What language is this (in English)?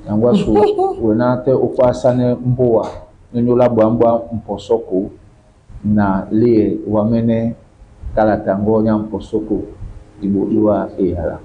Duala